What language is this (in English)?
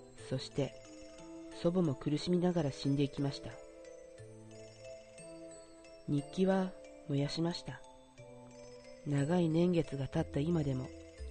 Japanese